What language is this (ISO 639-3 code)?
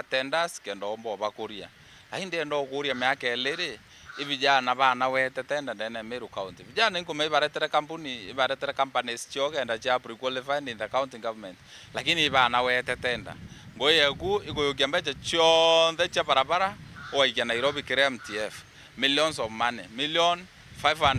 mer